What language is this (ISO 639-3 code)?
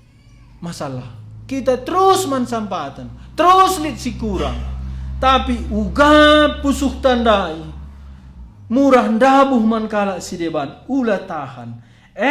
btx